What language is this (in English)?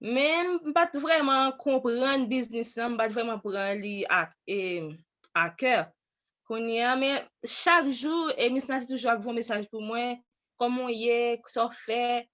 Haitian Creole